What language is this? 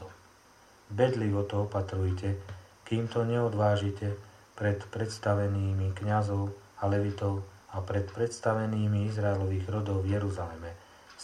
Slovak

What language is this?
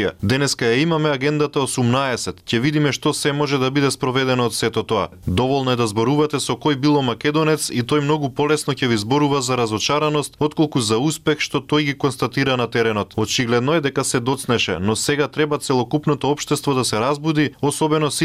Macedonian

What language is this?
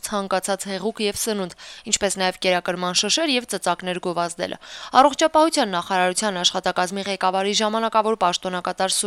Armenian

